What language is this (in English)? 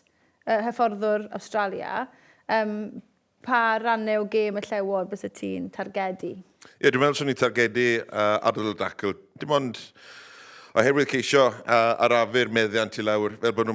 Welsh